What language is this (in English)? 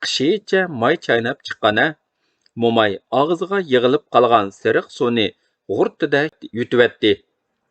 Uyghur